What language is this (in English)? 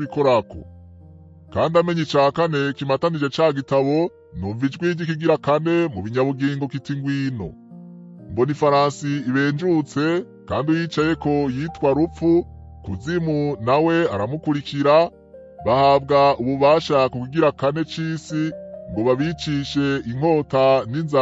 Rundi